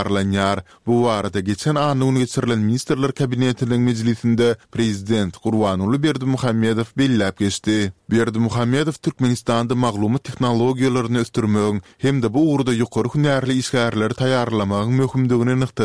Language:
Turkmen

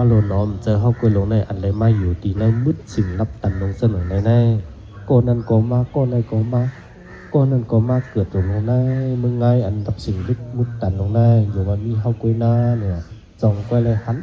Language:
Shan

